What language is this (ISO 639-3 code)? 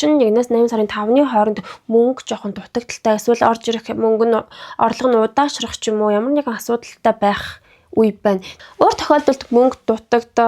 mon